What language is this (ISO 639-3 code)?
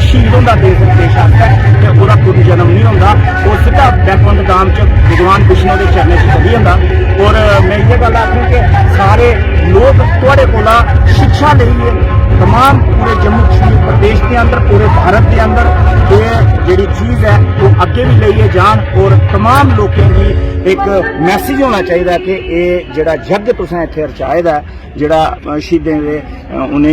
doi